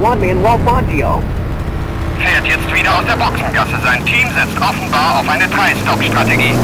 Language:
Bavarian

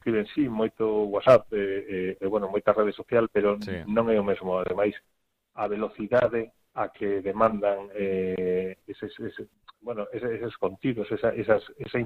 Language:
Galician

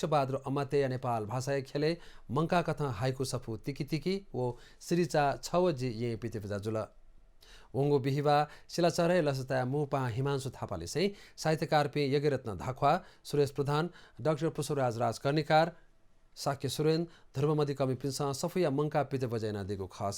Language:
Newari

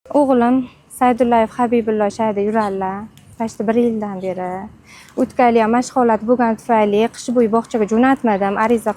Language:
Uzbek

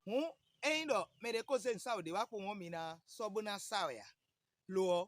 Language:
Fon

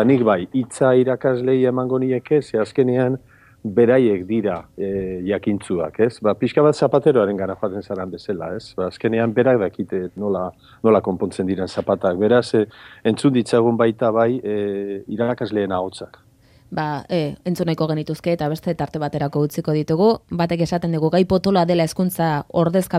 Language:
Basque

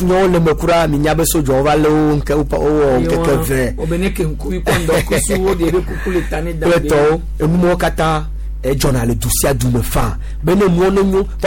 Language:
Gen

